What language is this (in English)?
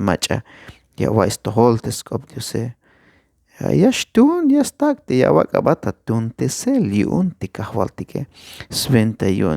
Tzeltal